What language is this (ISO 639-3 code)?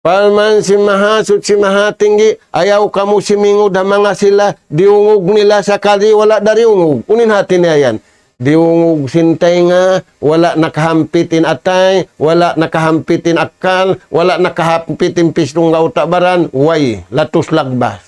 tsg